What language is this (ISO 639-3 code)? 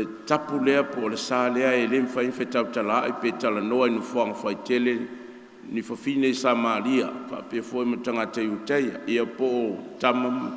smo